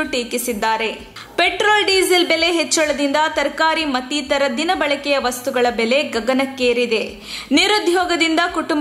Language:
Kannada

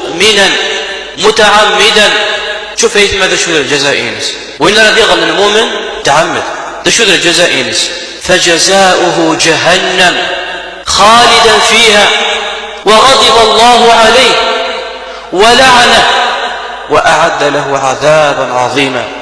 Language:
Kabyle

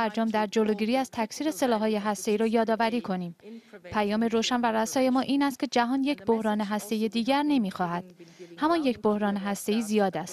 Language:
Persian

